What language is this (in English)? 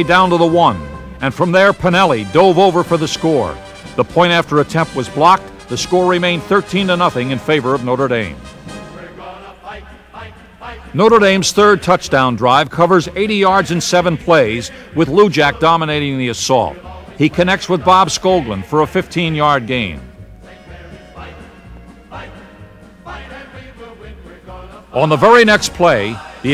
English